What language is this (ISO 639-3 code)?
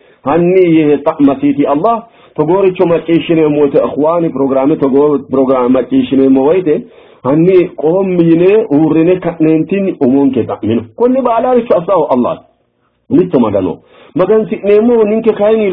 sid